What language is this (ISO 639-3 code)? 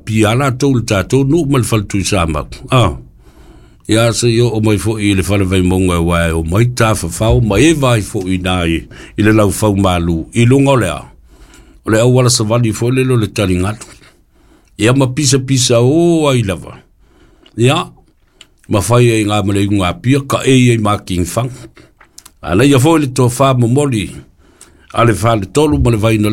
smo